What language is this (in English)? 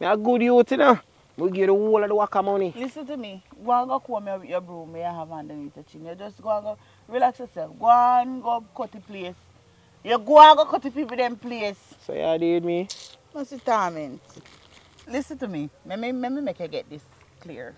Jamaican Creole English